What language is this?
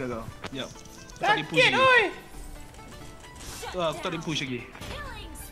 Malay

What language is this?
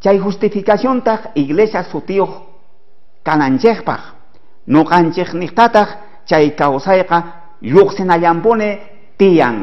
South Bolivian Quechua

